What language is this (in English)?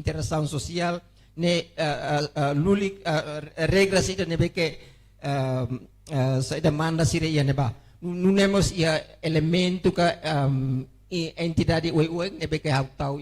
Tetum